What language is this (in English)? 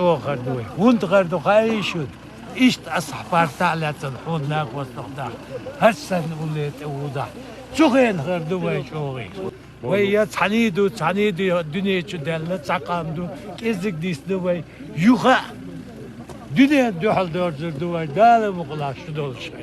Chechen